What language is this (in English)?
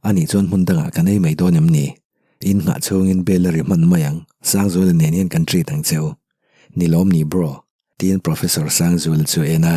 Mizo